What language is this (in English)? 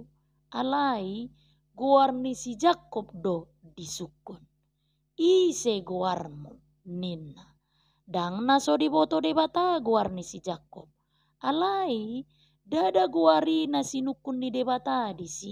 Batak Toba